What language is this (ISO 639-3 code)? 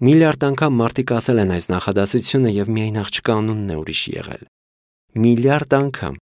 hye